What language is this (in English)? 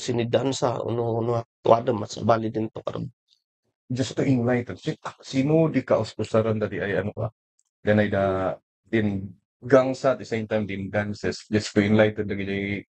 Kankanaey